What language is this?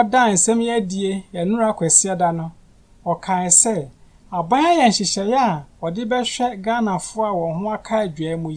Akan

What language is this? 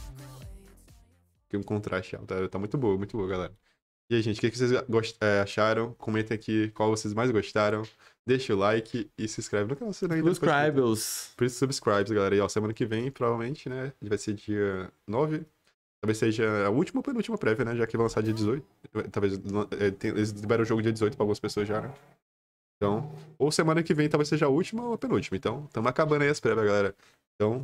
Portuguese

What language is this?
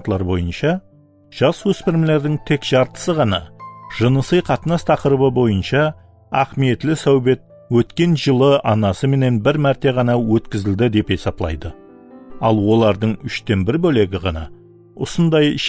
Kara-Kalpak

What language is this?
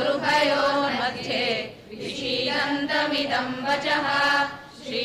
Sanskrit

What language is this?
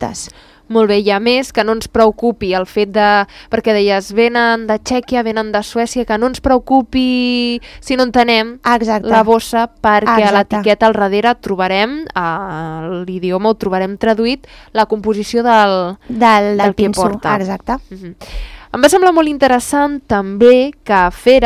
Catalan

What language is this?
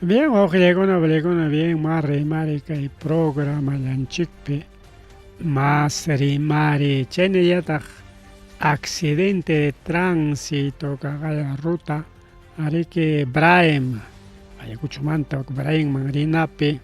Ayacucho Quechua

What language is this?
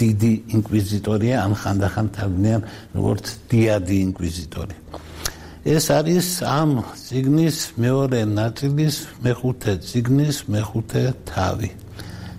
Georgian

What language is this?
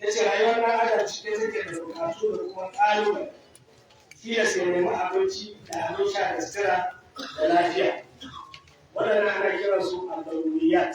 Hausa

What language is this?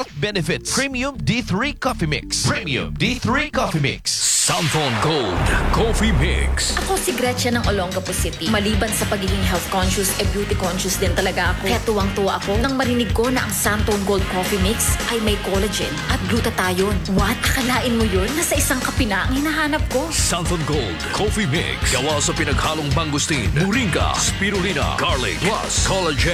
Filipino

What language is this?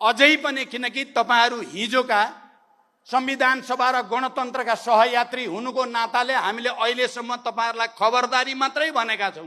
Nepali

